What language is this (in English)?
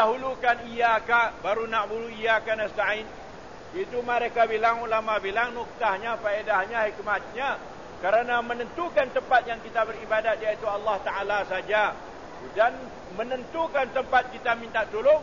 Malay